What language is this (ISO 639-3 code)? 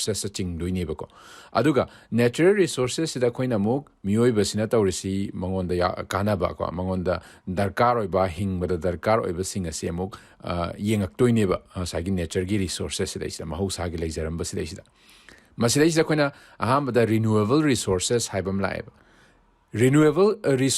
mni